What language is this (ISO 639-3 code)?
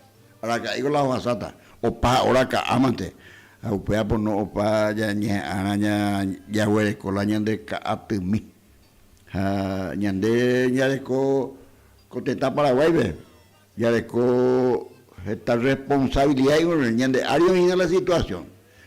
grn